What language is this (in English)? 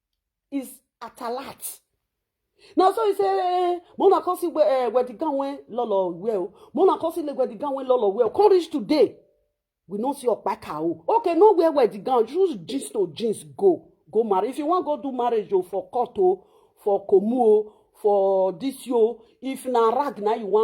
Nigerian Pidgin